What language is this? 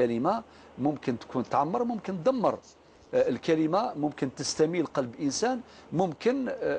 Algerian Arabic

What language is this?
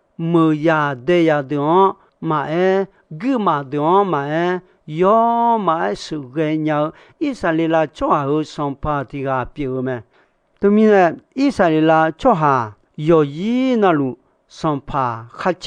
Akha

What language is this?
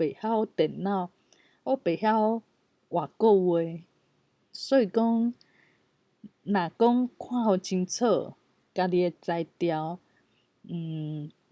Min Nan Chinese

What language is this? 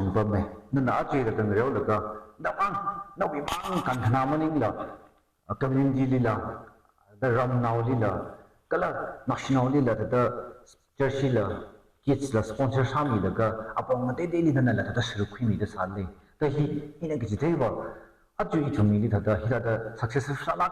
Tangkhul Naga (India)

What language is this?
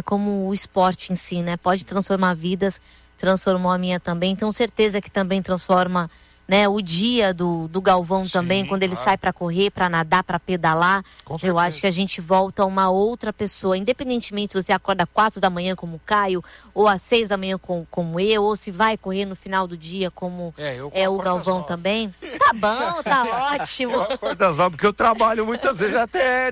Portuguese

